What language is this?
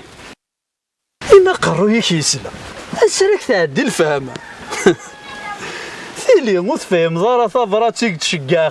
Kabyle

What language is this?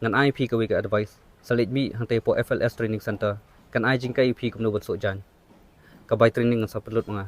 Khasi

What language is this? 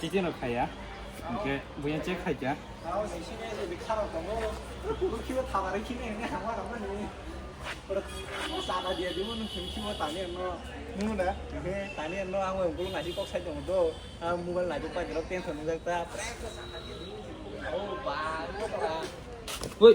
Kok Borok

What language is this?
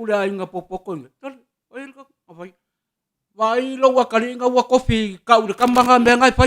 Samoan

